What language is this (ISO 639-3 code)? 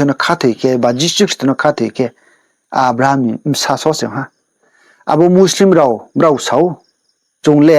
ria